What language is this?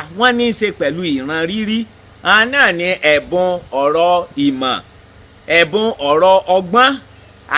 Yoruba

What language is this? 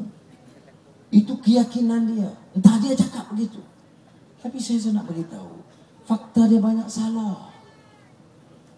Malay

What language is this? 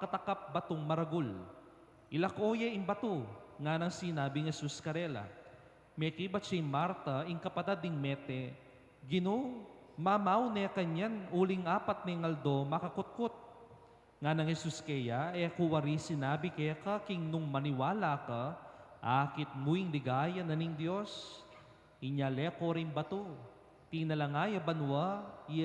Pampanga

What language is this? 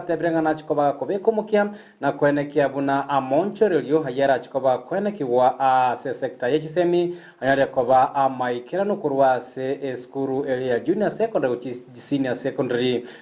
Gusii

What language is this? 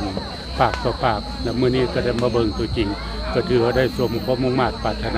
Lao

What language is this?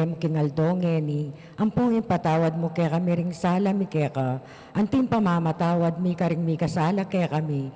Pampanga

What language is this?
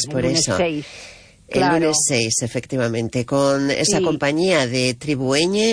Spanish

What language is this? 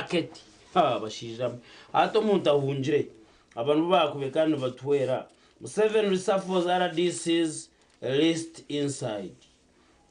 Nyankole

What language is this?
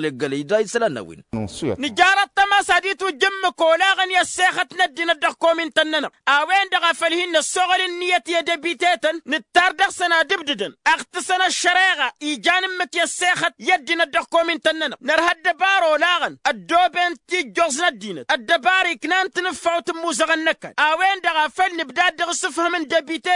Tamasheq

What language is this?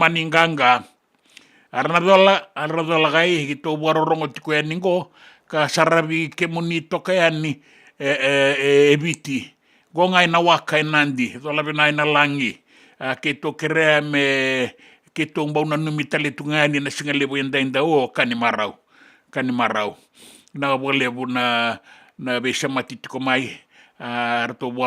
Fijian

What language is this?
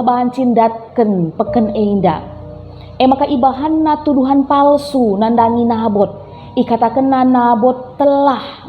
Batak Karo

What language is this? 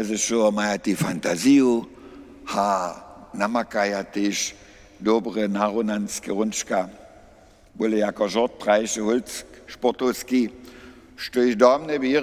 Upper Sorbian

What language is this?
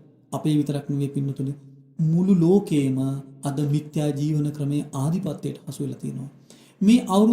Sinhala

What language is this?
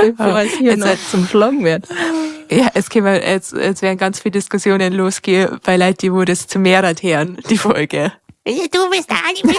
Bavarian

